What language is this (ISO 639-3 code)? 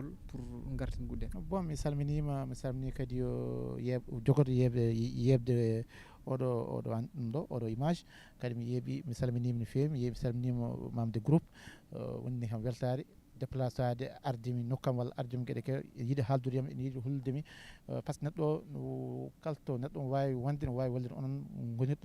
ful